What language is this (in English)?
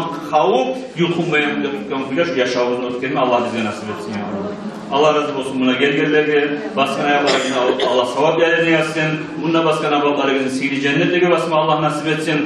Kumyk